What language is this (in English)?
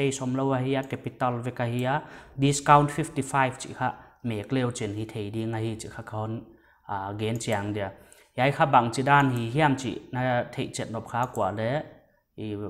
Paite Chin